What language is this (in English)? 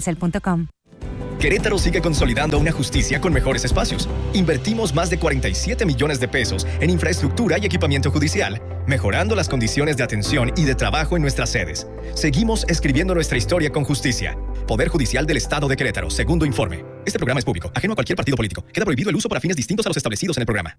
Spanish